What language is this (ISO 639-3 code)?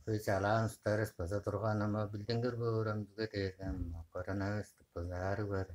tyv